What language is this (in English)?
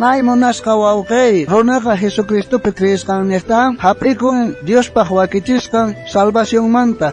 South Bolivian Quechua